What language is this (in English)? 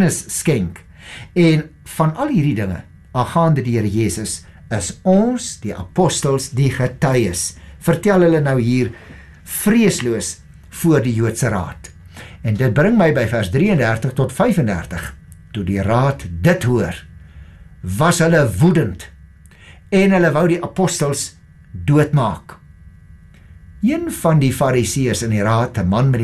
Afrikaans